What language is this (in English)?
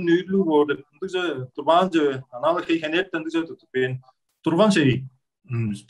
Tuvinian